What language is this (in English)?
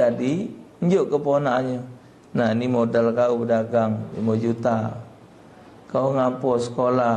Musi